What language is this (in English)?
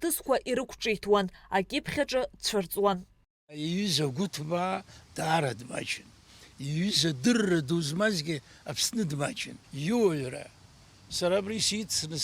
Abkhazian